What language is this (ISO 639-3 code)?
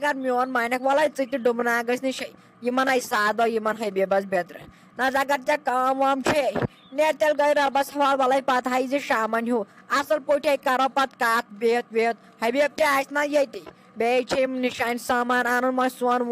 kas